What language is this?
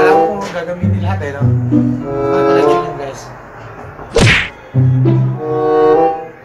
Filipino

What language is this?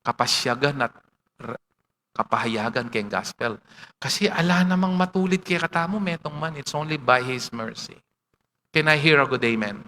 Pampanga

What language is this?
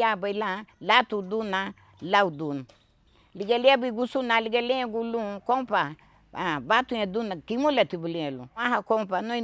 Garifuna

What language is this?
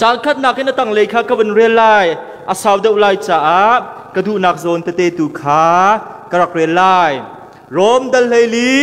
Hakha Chin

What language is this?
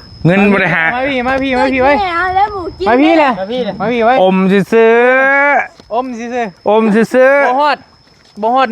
Northeastern Thai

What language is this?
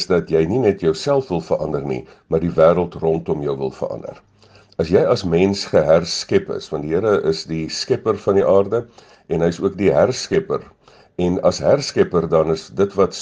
Afrikaans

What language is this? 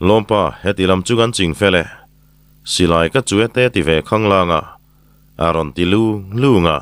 Mizo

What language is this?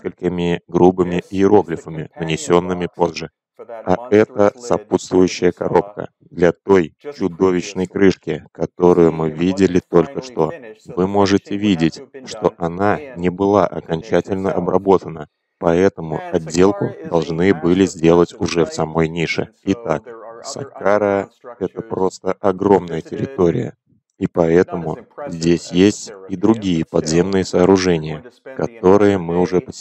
Russian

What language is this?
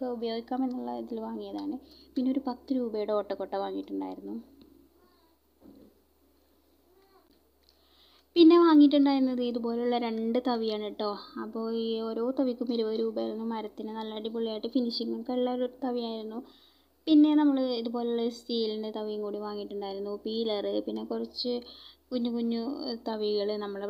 Malayalam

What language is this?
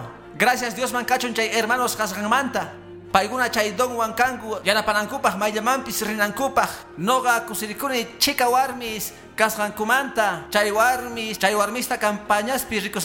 Quechua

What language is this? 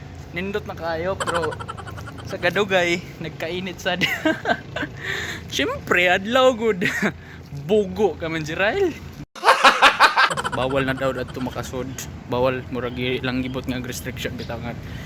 Cebuano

